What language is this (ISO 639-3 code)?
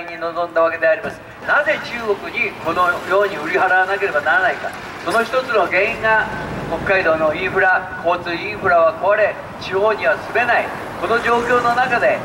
jpn